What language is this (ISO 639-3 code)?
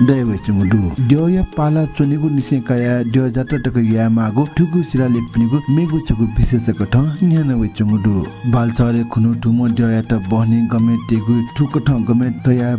new